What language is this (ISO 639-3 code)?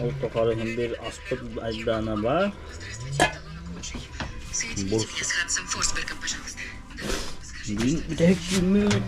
sah